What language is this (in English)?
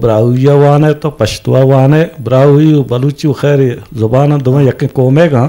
Eastern Balochi